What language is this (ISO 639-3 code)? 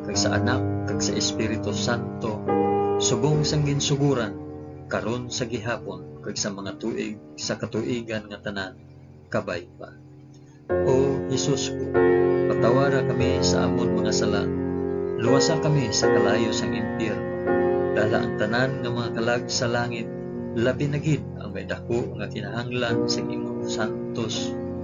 hil